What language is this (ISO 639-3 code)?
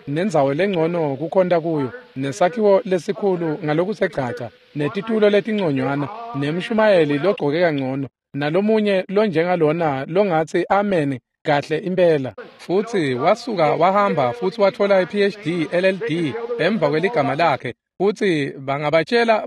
ssw